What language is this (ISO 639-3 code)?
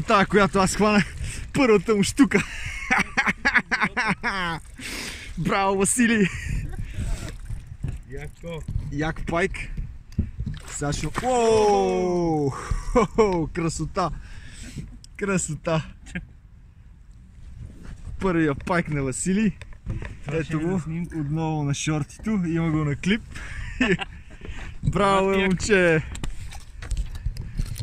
bul